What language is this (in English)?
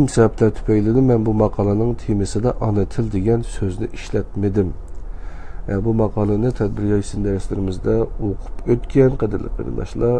Uyghur